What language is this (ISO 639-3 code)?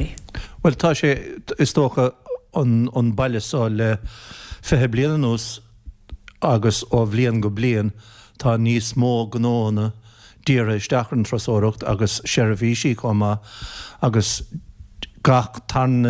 gle